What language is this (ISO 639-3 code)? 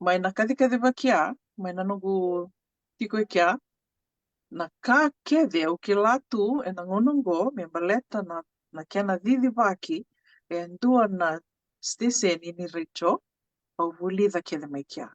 fij